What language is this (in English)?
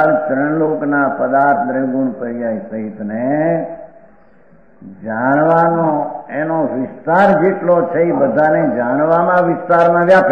Gujarati